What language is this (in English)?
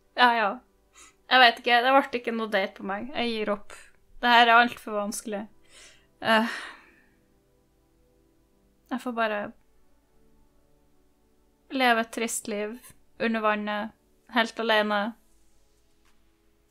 Norwegian